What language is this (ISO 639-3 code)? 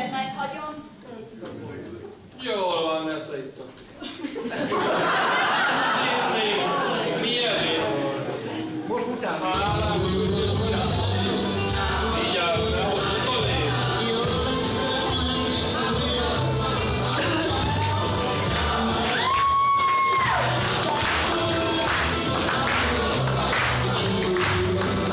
hun